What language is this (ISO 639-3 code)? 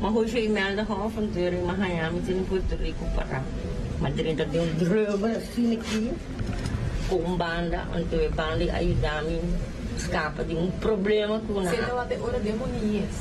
pap